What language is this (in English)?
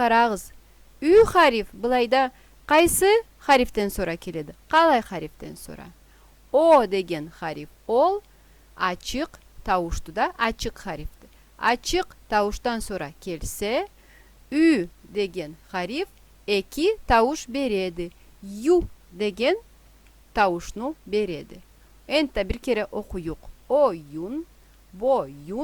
Karachay-Balkar